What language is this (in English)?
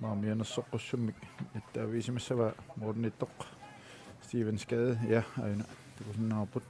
Kalaallisut